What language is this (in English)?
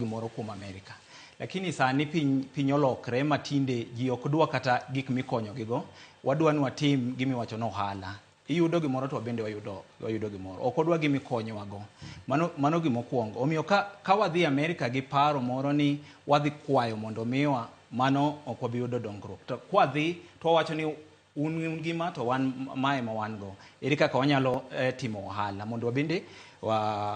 Luo (Kenya and Tanzania)